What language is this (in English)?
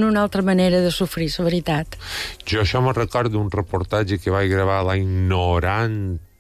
Catalan